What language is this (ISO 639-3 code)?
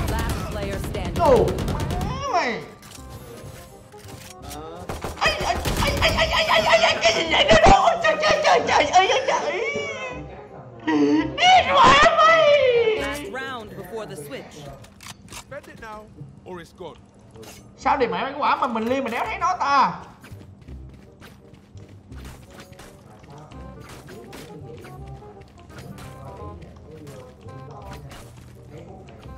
vie